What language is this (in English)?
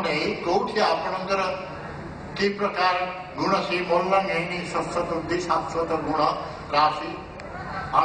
Odia